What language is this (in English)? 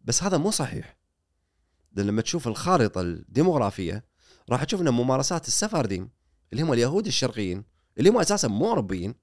Gulf Arabic